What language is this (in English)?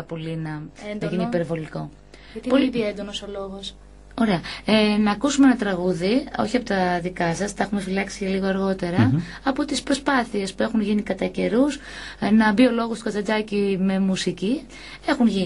Greek